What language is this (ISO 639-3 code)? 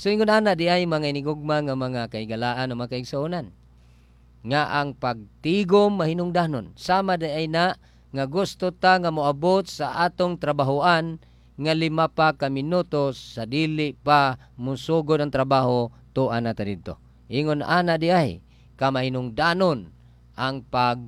ceb